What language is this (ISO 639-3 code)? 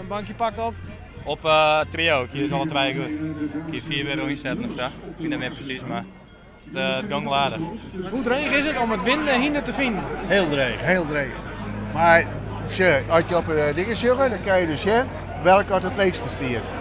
fry